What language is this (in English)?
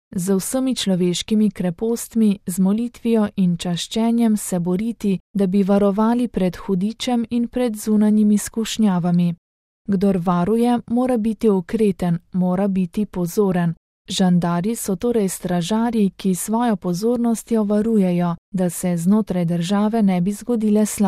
Slovenian